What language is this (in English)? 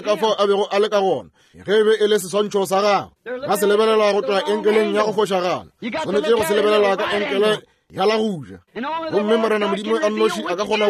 Northern Sotho